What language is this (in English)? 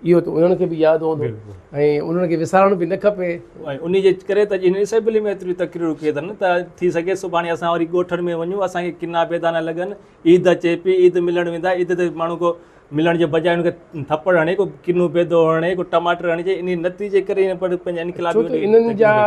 Sindhi